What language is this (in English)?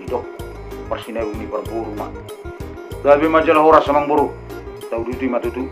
Batak Toba